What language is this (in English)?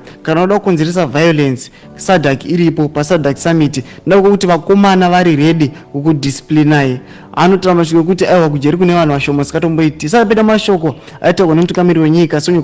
Shona